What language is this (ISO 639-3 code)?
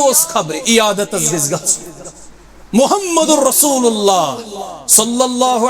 kas